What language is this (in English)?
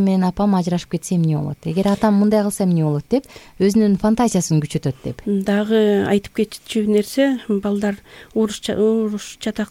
Kyrgyz